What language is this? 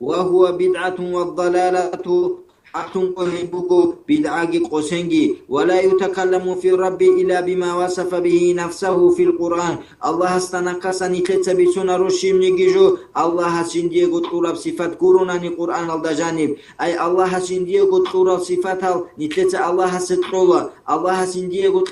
Avaric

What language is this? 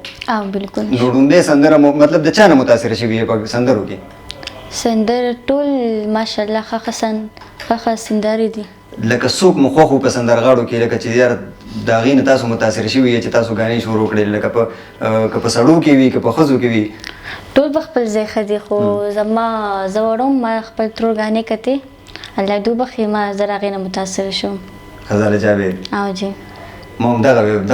Pashto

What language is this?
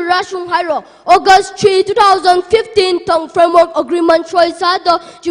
Tangkhul Naga (India)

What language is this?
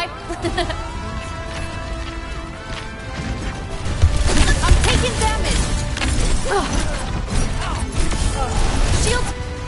English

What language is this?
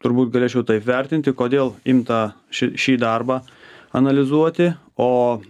Lithuanian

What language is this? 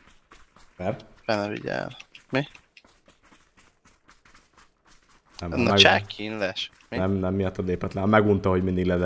Hungarian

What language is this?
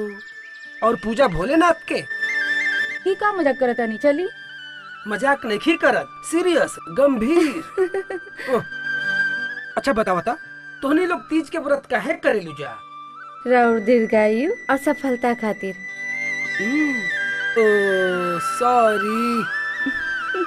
Bhojpuri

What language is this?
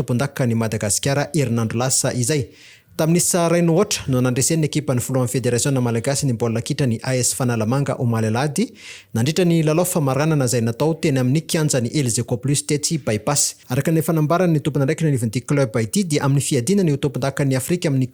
Malagasy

